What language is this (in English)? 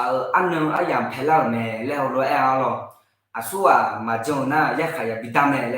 Akha